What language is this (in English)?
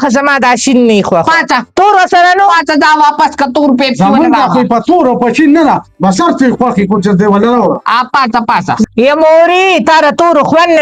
Pashto